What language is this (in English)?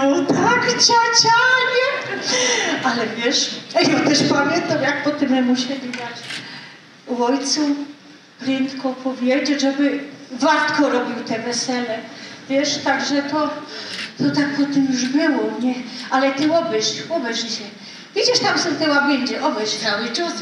Silesian